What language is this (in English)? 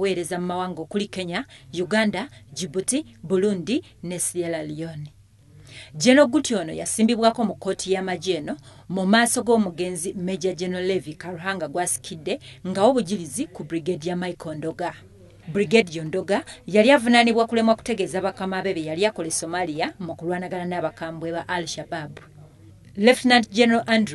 Ganda